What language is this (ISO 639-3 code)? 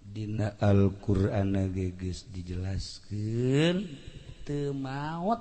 sun